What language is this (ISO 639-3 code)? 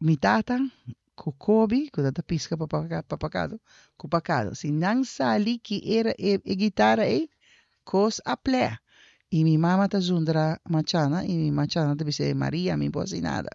pap